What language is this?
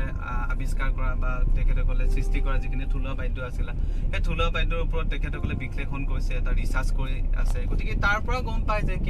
Assamese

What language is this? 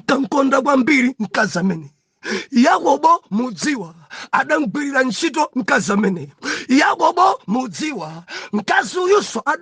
Nyanja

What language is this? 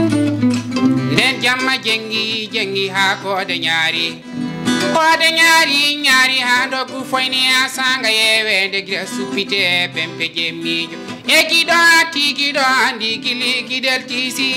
Fula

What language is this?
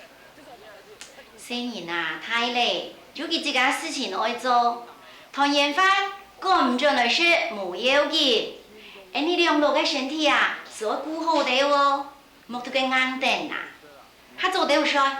Hakka Chinese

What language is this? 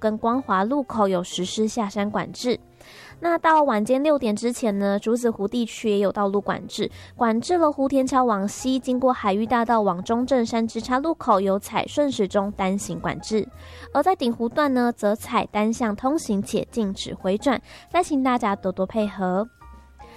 Chinese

